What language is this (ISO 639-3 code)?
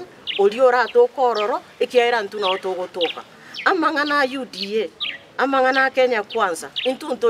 guz